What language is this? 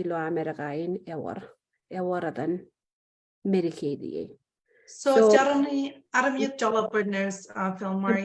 Marshallese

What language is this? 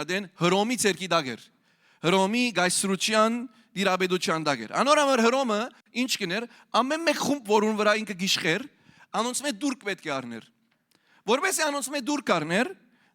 Western Armenian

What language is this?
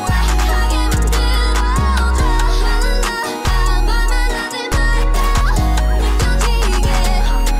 Korean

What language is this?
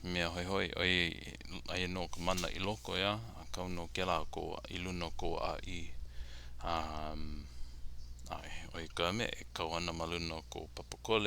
Hawaiian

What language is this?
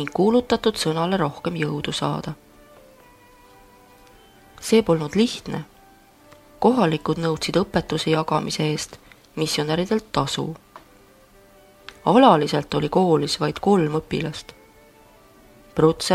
Estonian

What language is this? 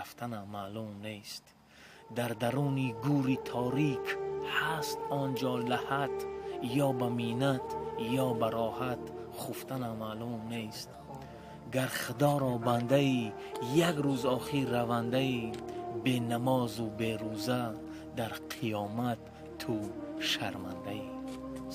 Tajik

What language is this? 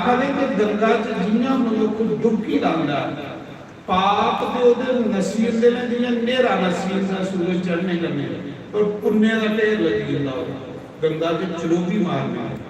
Dogri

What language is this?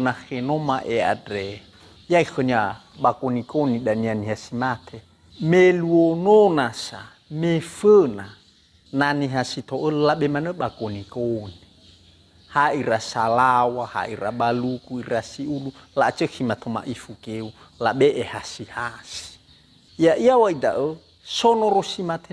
Nias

